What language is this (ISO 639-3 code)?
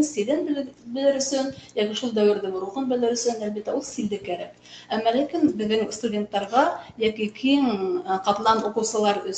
bak